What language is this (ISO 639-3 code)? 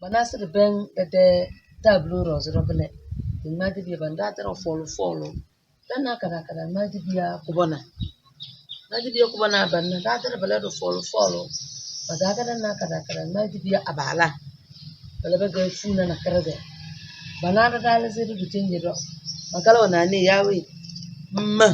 kdh